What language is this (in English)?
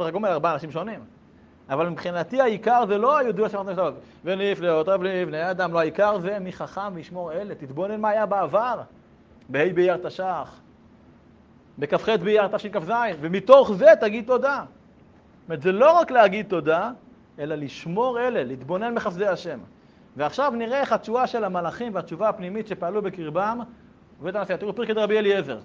Hebrew